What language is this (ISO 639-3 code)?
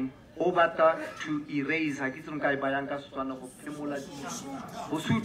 tsn